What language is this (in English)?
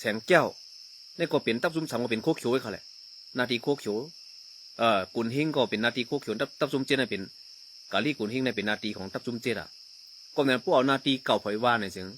Shan